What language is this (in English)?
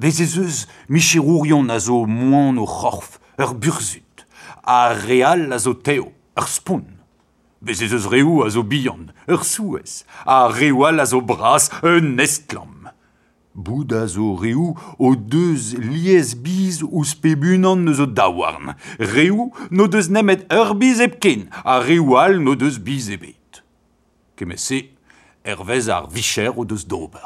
Breton